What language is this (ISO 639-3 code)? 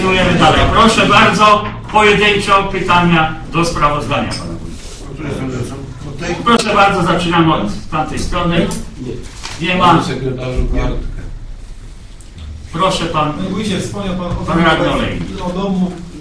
pol